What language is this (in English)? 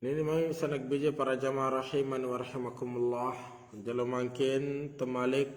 Sasak